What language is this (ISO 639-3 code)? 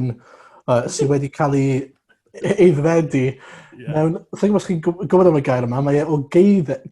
cym